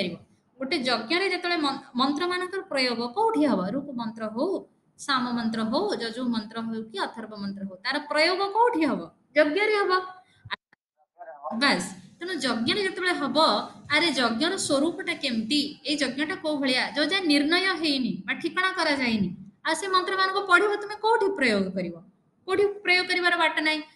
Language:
Odia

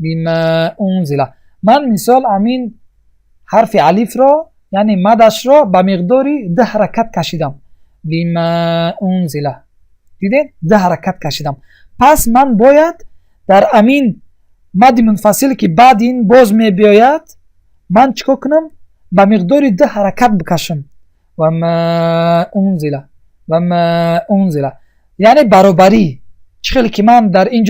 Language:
Tajik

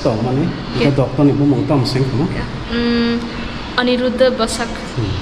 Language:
Kok Borok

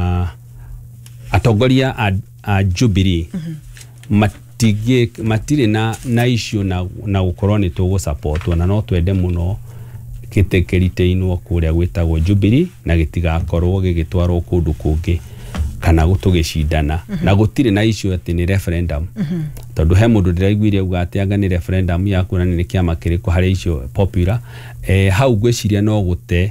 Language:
Kikuyu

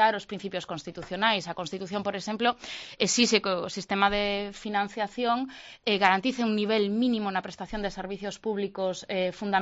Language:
Galician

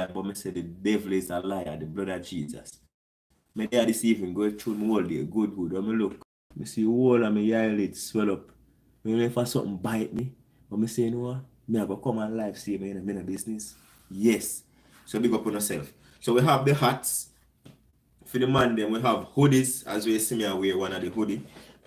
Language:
Jamaican Creole English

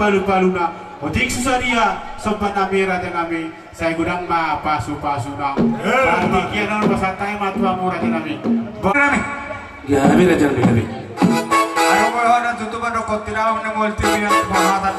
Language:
Batak Toba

